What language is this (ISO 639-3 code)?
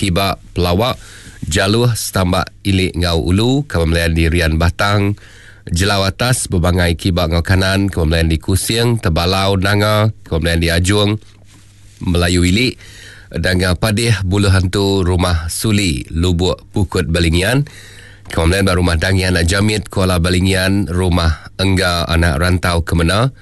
iba